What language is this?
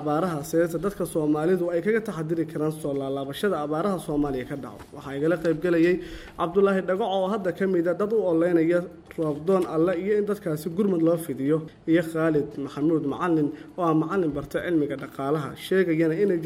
Somali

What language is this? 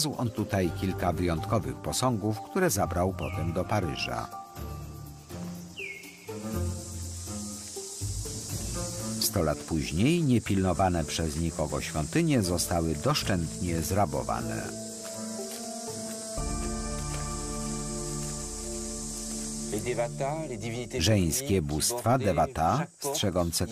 Polish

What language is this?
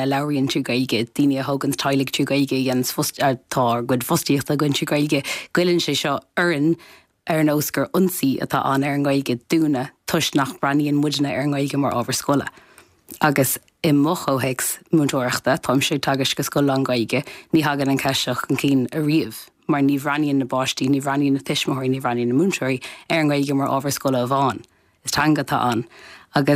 Irish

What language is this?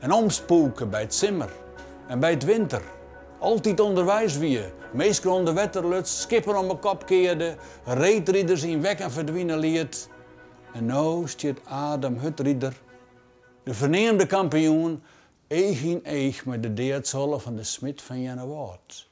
Western Frisian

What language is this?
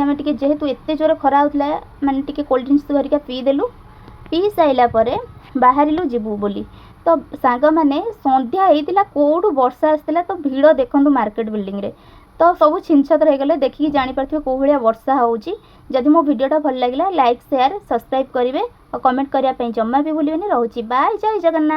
Odia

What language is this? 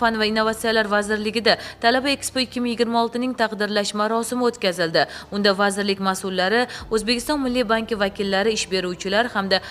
Uzbek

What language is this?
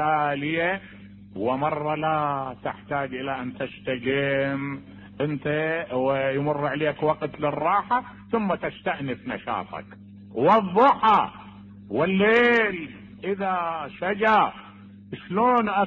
Mesopotamian Arabic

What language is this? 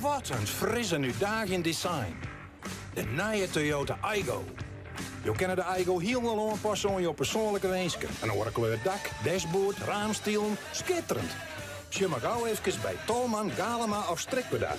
Western Frisian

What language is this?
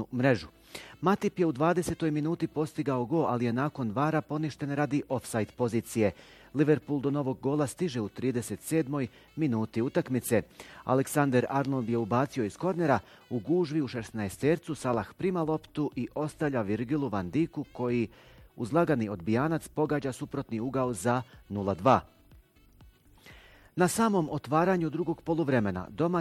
Bosnian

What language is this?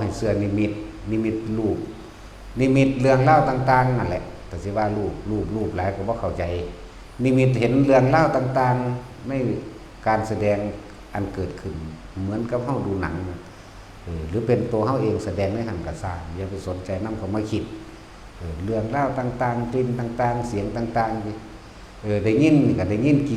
Northeastern Thai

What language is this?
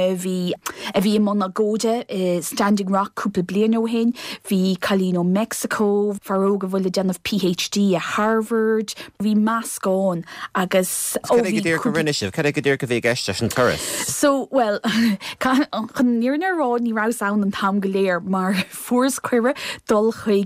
Irish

